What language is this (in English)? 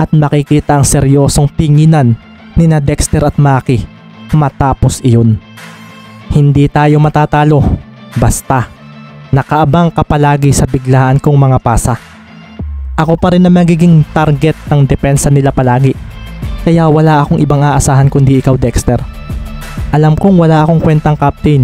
Filipino